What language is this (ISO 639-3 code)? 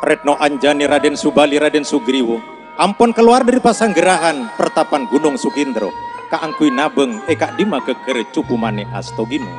mad